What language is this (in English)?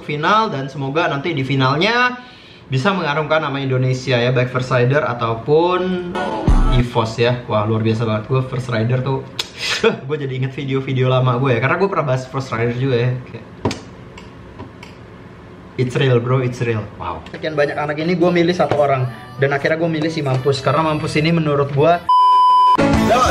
Indonesian